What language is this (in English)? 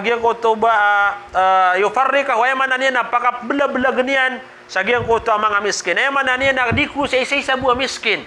Maranao